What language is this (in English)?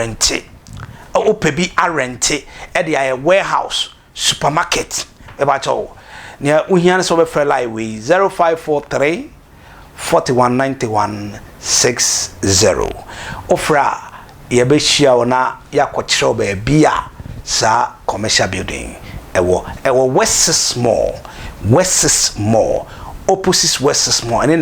Akan